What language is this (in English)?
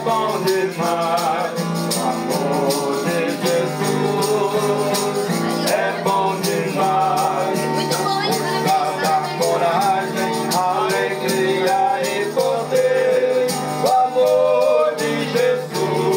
Portuguese